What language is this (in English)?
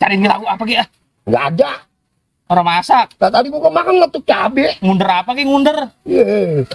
Betawi